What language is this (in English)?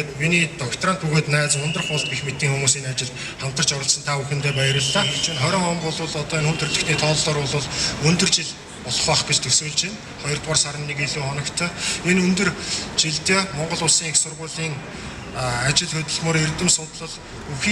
Mongolian